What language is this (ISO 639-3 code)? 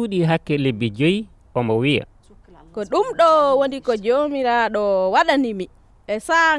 ful